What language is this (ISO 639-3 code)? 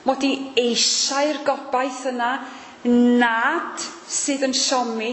cym